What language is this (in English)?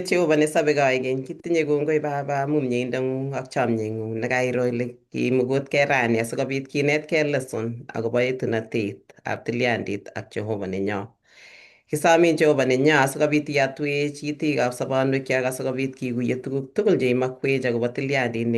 Kalenjin